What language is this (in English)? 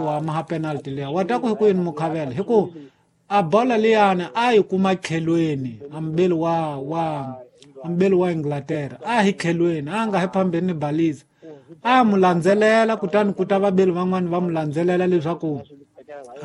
Tsonga